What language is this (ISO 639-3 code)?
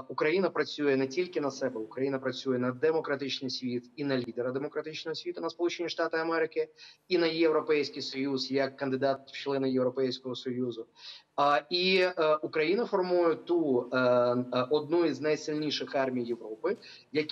ukr